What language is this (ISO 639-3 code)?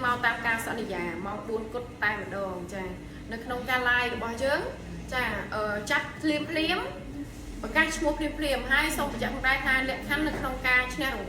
khm